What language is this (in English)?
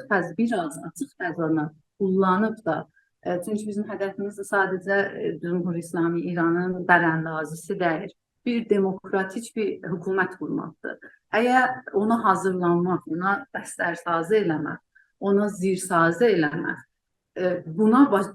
South Azerbaijani